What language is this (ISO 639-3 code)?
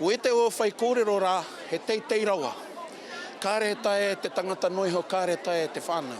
mri